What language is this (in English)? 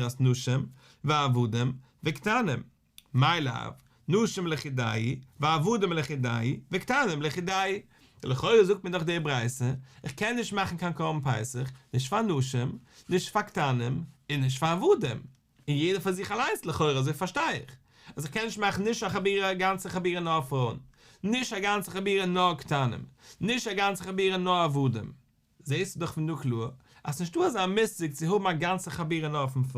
Yiddish